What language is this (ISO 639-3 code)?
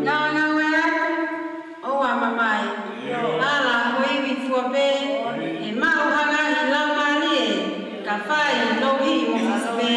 ton